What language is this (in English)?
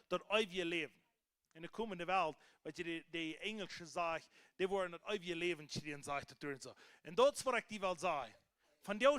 Plautdietsch